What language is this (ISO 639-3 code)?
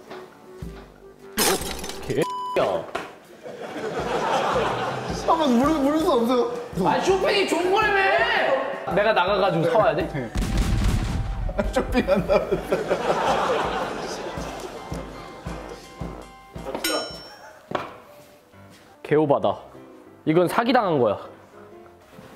kor